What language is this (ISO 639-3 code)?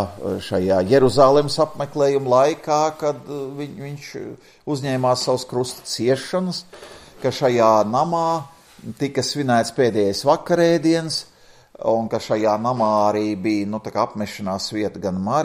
lav